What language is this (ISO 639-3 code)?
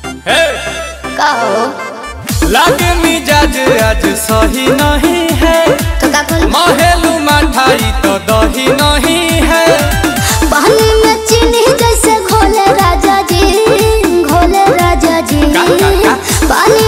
bho